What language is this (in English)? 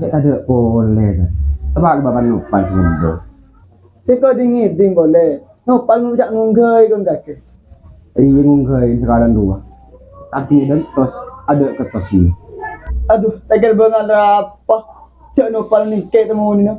Madurese